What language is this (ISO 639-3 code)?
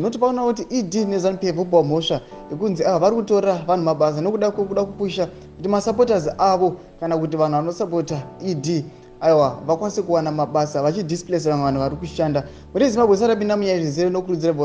sna